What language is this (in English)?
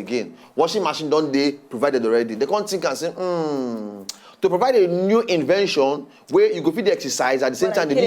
Nigerian Pidgin